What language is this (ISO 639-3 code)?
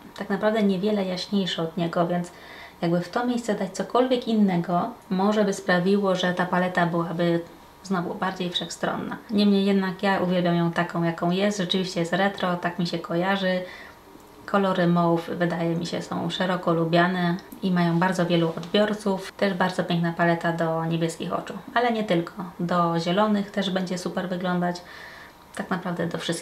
pol